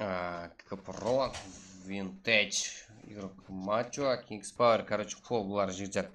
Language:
Kara-Kalpak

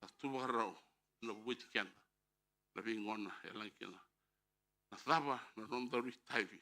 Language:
Fijian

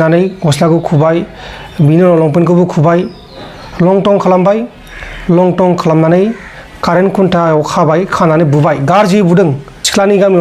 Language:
Bodo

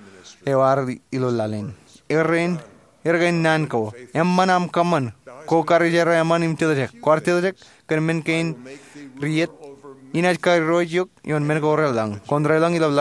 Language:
Marshallese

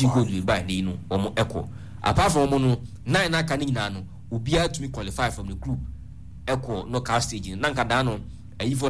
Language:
Akan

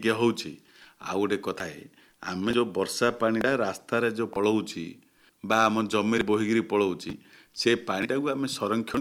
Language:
Odia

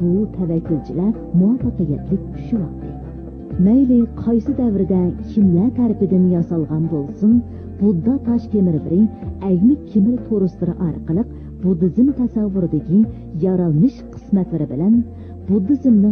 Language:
Uyghur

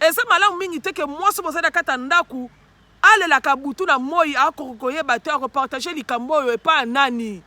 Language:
Lingala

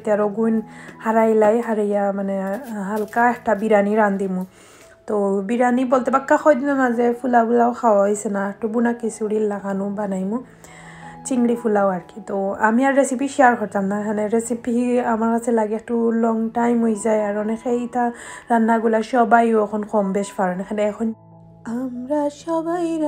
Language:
Sylheti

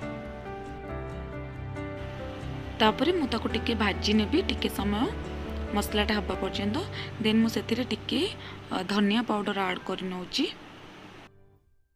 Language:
Odia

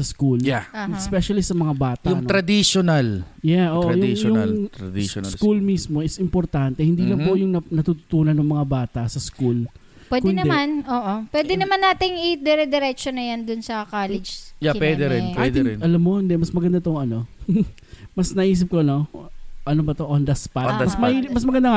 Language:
Filipino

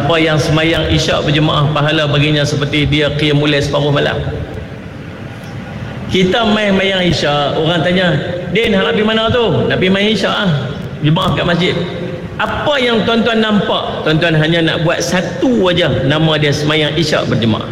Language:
Malay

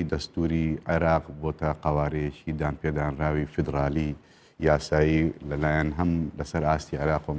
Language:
Central Kurdish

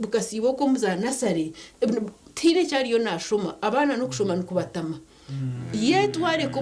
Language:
Nyankole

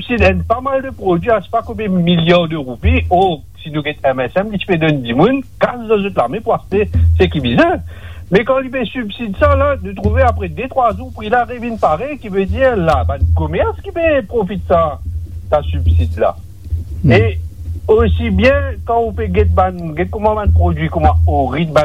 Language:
Morisyen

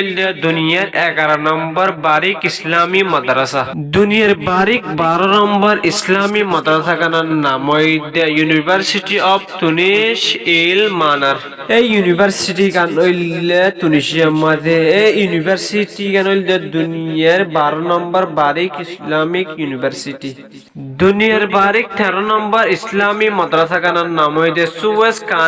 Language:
Rohingya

